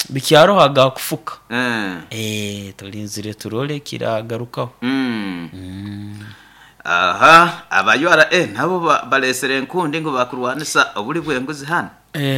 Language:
Nyoro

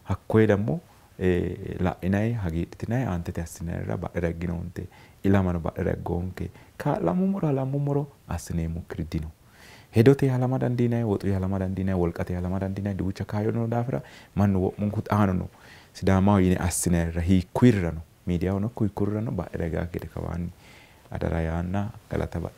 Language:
Sidamo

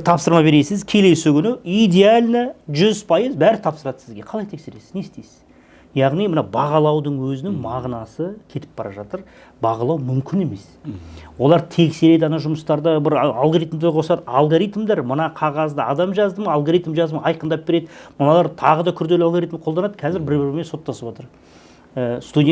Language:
Kazakh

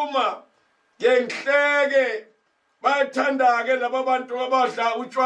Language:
Zulu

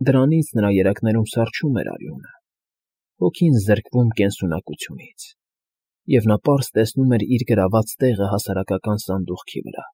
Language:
Armenian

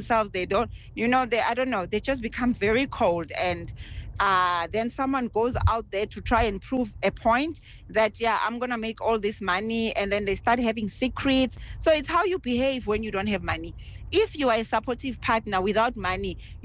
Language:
English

